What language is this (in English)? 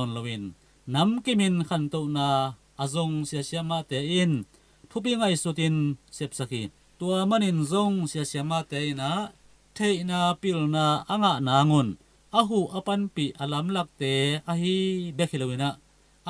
Tedim Chin